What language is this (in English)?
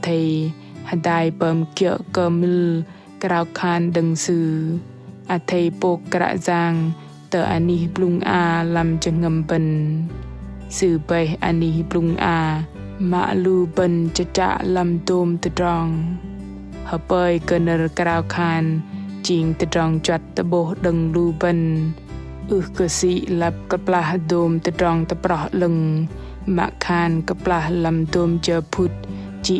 Bahnar